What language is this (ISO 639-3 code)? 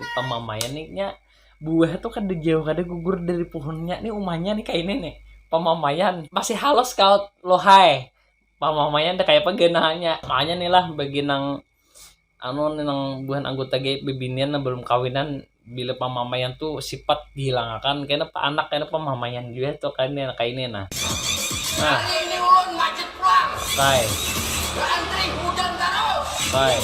bjn